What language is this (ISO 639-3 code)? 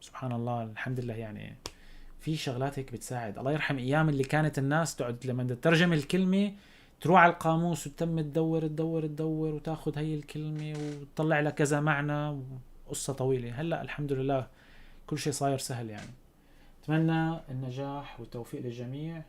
apc